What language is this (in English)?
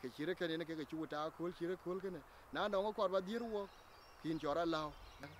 Dinka